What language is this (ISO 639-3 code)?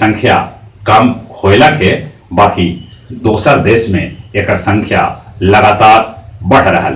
mag